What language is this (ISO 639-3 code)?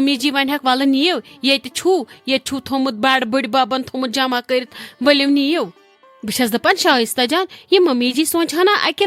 kas